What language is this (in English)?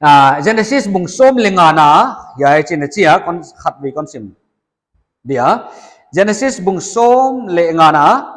Paite Chin